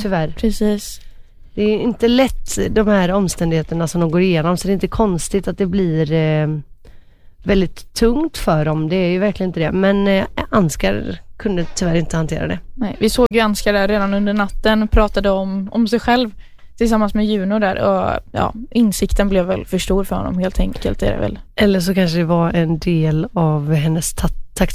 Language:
Swedish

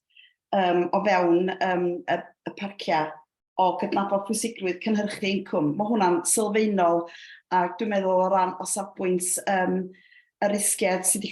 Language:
Welsh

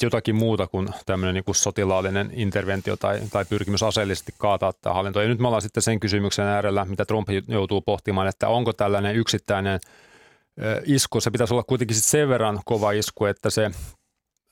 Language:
Finnish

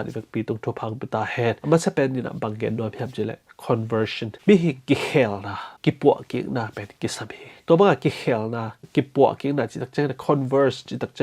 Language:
Tedim Chin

